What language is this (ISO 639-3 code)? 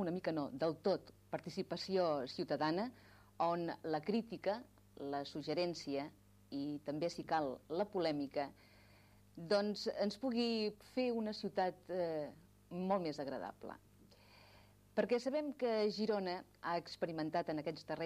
cat